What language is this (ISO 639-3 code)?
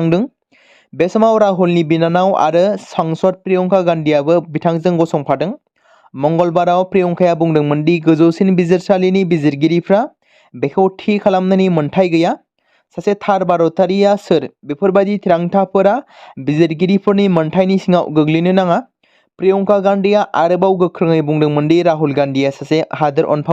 brx